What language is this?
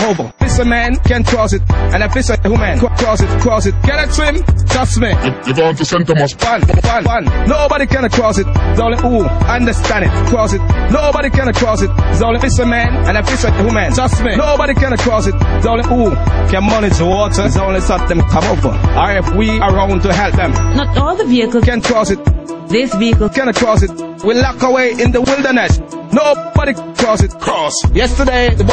Jamaican Creole English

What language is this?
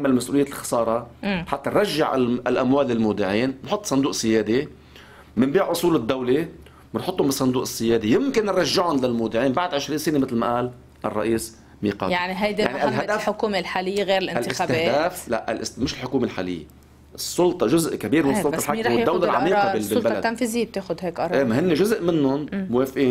North Levantine Arabic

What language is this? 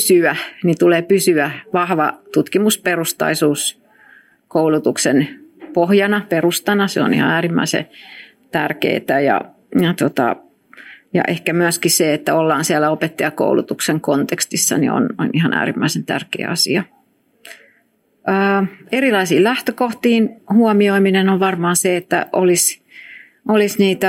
Finnish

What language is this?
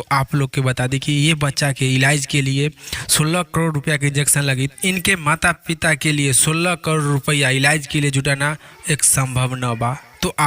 Bhojpuri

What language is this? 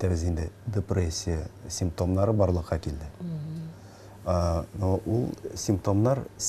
Tatar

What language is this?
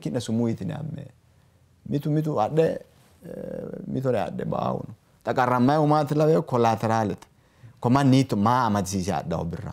Sidamo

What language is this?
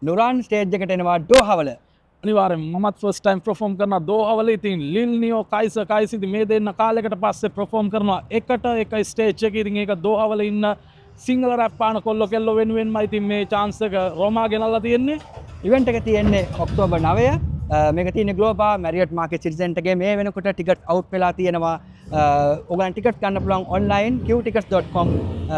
Sinhala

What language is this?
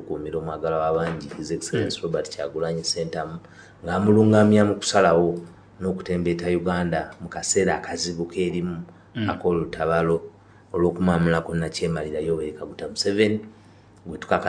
Ganda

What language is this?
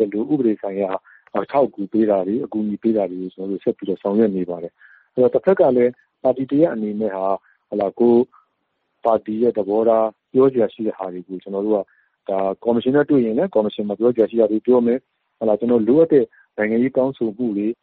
Burmese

